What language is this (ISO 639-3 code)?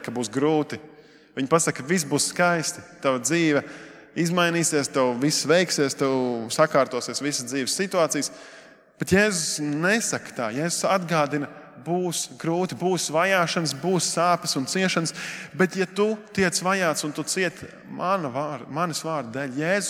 lav